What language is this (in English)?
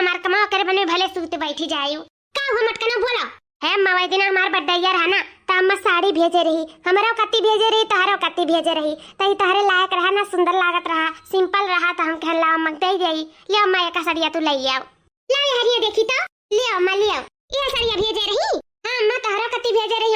Awadhi